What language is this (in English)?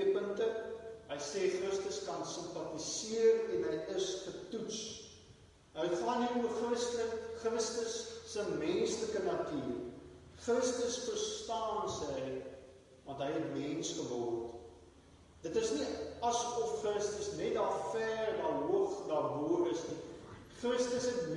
Afrikaans